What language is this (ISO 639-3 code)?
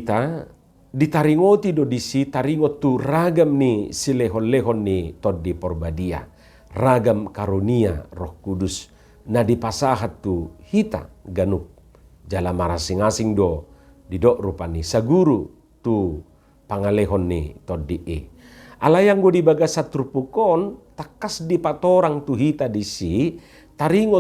bbc